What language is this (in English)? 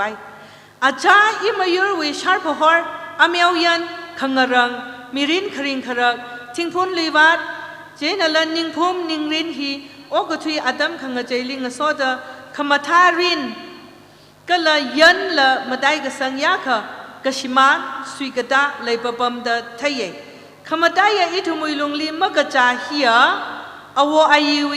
Tangkhul Naga (India)